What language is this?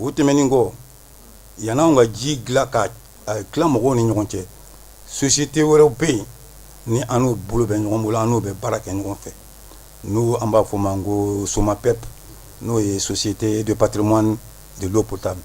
Bambara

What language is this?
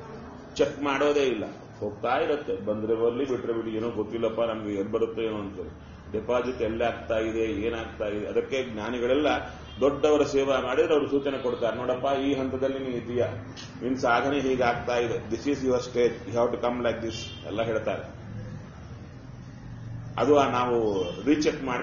Kannada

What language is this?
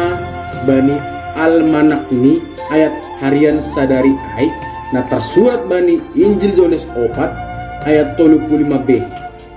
Batak Simalungun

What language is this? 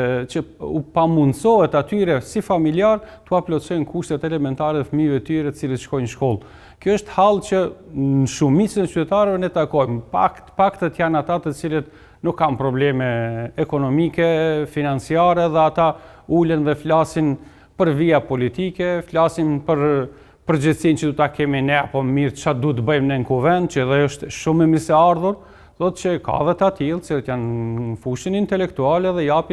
Albanian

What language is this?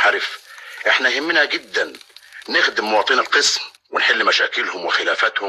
Egyptian Arabic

